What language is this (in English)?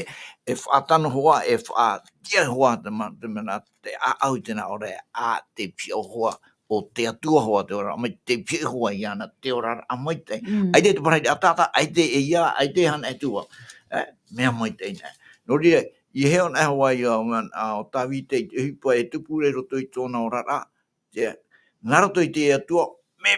Tahitian